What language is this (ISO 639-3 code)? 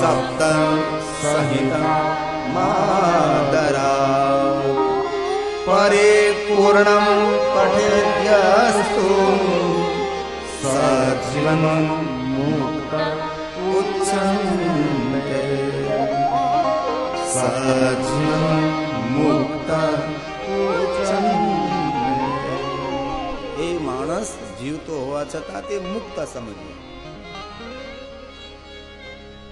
guj